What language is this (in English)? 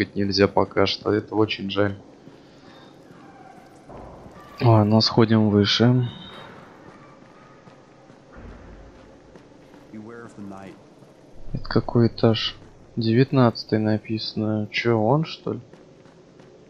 Russian